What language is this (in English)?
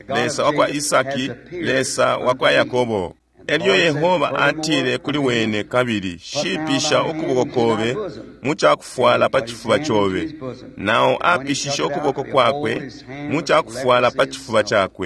Bemba